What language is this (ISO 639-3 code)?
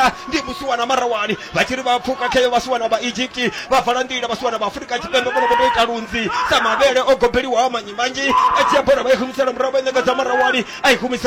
ven